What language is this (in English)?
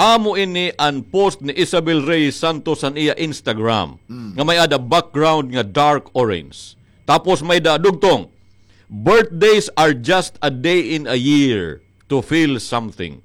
Waray